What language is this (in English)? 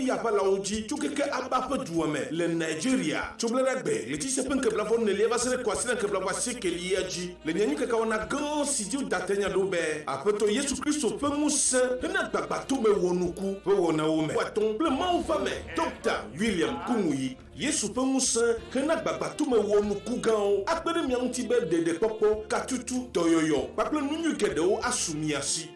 Ewe